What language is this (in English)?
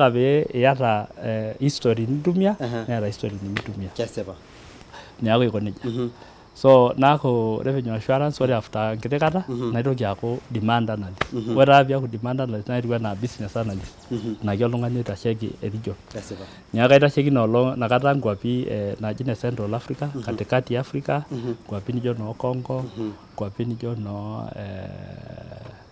Masai